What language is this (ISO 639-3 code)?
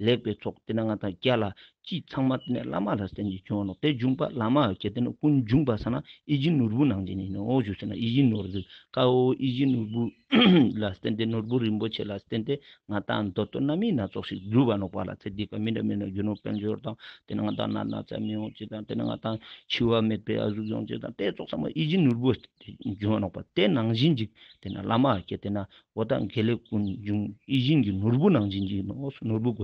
lbj